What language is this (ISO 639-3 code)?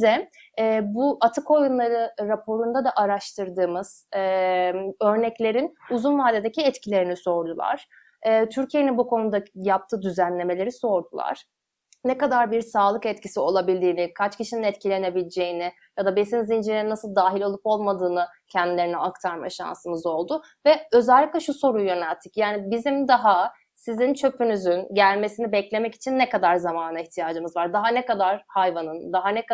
tur